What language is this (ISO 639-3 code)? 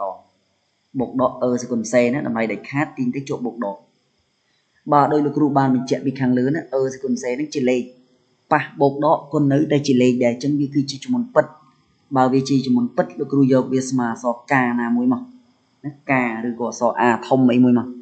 khm